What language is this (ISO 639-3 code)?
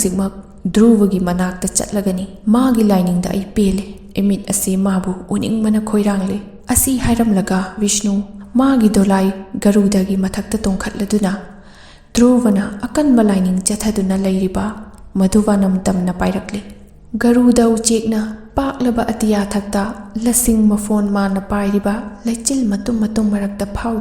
mni